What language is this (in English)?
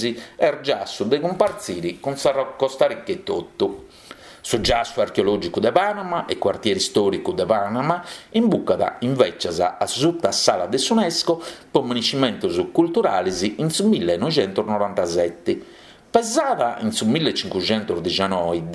Sardinian